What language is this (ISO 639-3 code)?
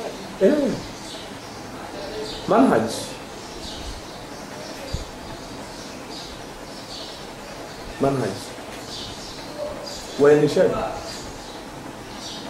swa